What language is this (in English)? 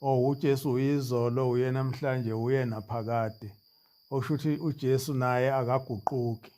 Zulu